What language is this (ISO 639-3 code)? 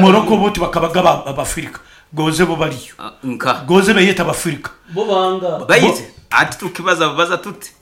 nyn